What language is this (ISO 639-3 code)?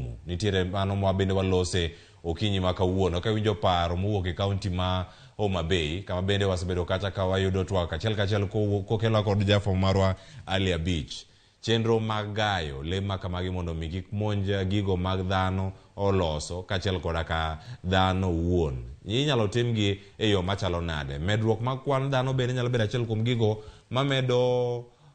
luo